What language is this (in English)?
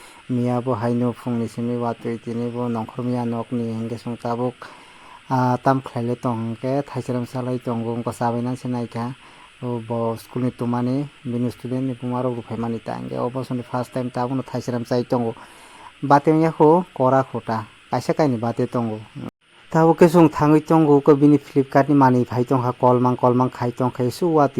Kok Borok